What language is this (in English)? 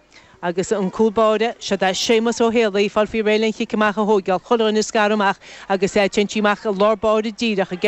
Irish